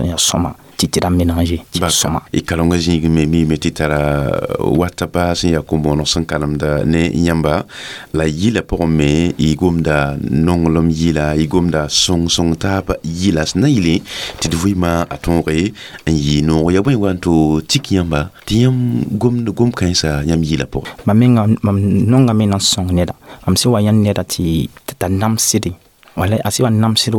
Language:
Mossi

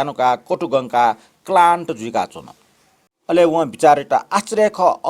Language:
Newari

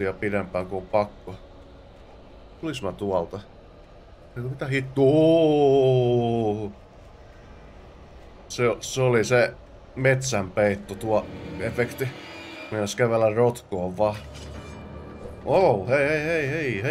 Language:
Finnish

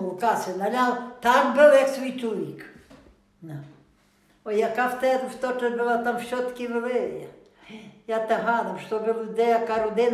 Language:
Rusyn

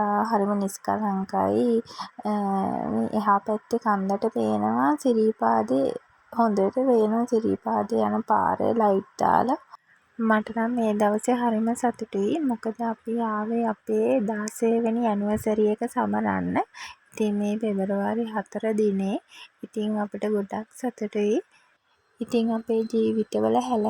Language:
Sinhala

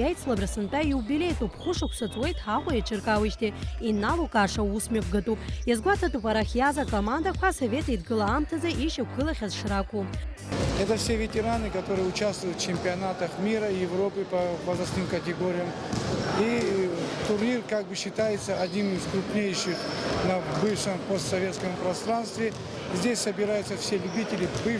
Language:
Abkhazian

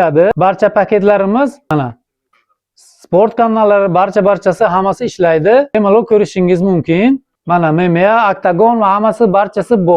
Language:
Uzbek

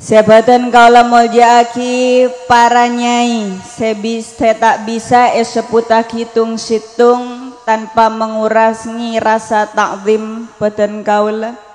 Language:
Madurese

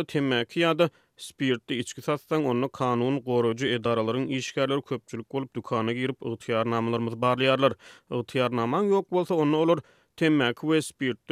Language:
Turkmen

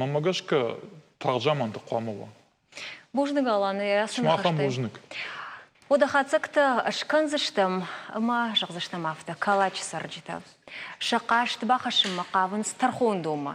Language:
Ossetic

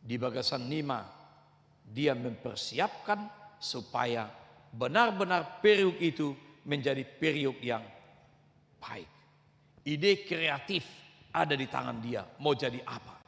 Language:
Batak Toba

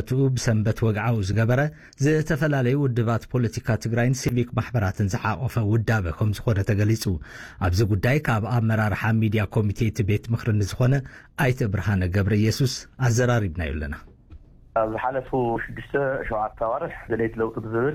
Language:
Tigrinya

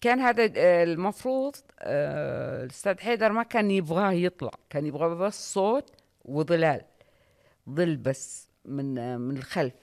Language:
Najdi Arabic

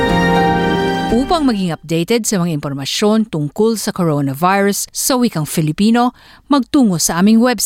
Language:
Filipino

